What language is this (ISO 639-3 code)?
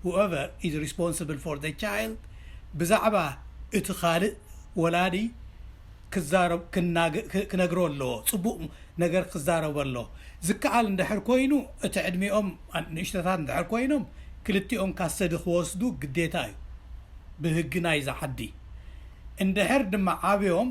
tir